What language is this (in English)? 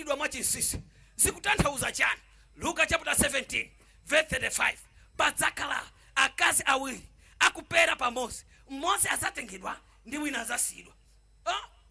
Nyanja